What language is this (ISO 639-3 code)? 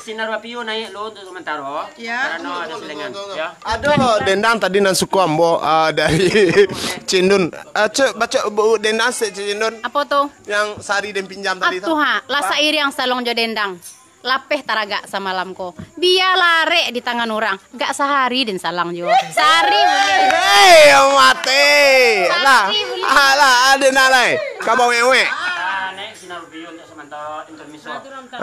min